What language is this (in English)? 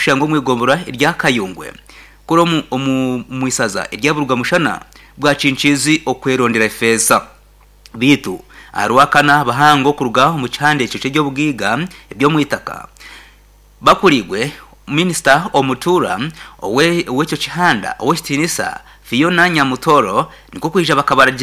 Nyankole